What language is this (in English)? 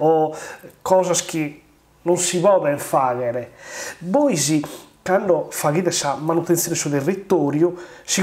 Sardinian